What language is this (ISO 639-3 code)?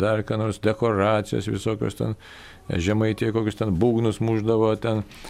lit